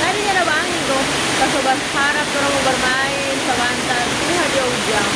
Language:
Manado Malay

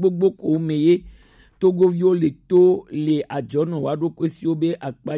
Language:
Gen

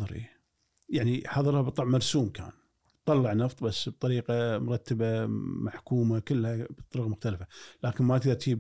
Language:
Gulf Arabic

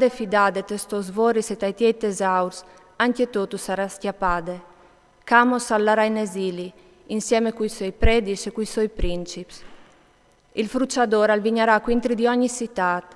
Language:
Friulian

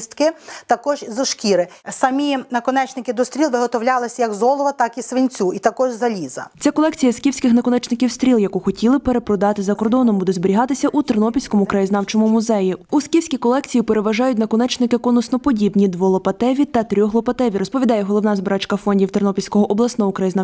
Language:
Ukrainian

